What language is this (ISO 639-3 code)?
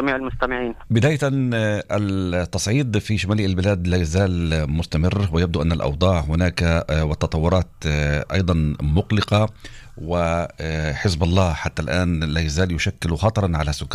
ara